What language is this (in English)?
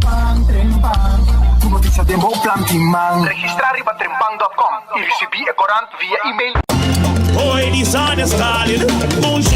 Papiamento